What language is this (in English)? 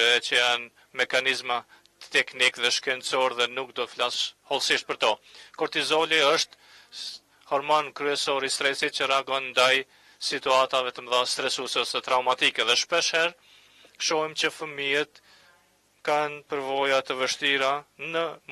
Albanian